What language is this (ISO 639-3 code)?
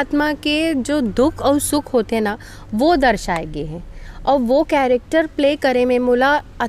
hne